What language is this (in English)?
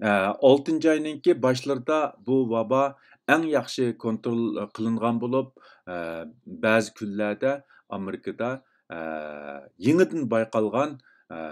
Uyghur